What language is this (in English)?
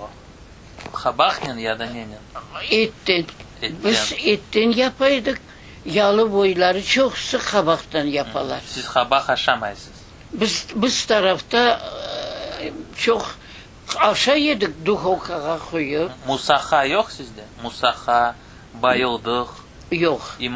Crimean Tatar